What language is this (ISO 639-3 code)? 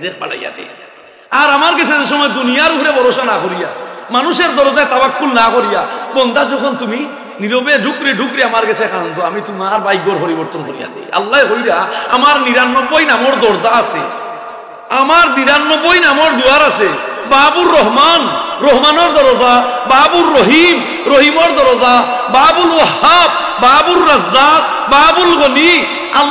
syl